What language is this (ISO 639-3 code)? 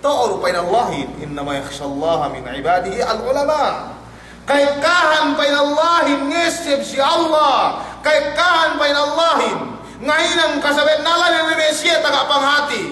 yka